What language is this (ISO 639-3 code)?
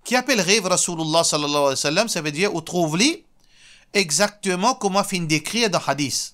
mfe